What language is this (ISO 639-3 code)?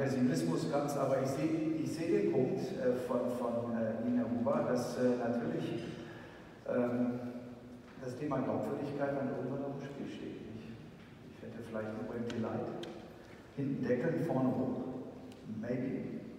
deu